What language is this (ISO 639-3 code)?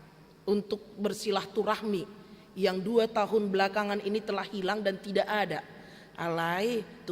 bbc